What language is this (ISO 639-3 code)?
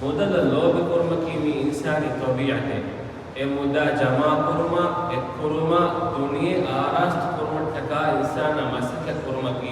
div